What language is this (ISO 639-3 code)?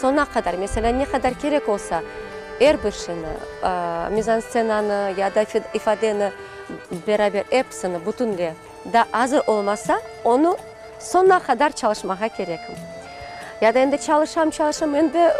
crh